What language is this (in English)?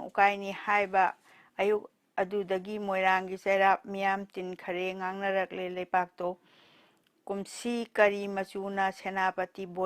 Manipuri